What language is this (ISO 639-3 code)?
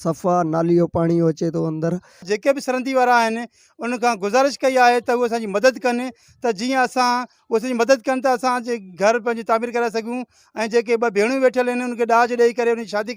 snd